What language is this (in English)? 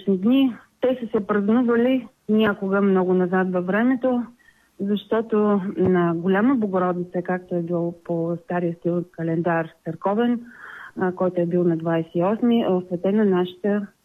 Bulgarian